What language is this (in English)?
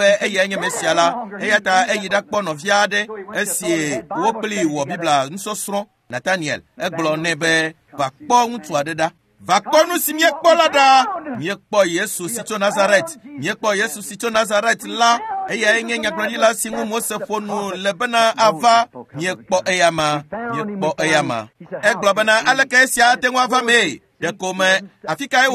Ewe